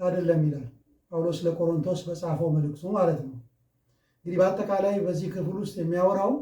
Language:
Amharic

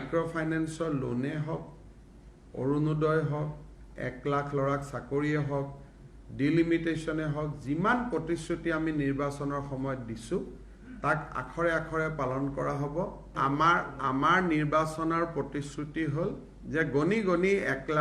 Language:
Assamese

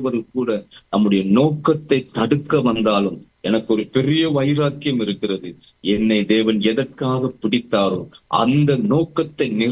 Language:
Tamil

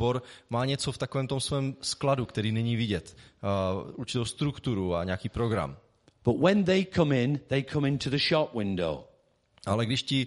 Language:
Czech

